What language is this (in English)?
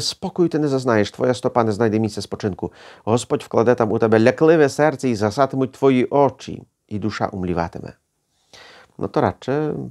Ukrainian